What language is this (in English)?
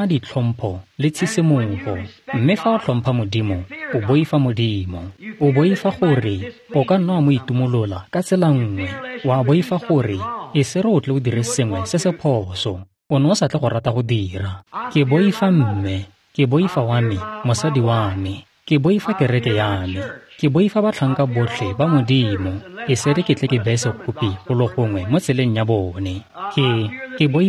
Tswana